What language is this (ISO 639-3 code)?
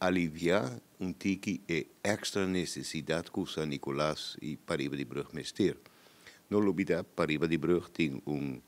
pap